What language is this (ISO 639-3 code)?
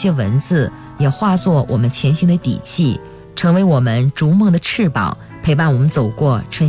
zho